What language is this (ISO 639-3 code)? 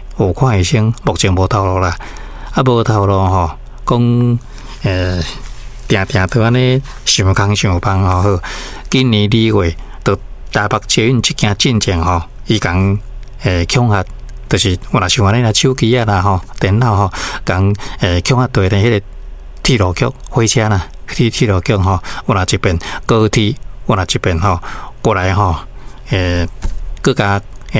nan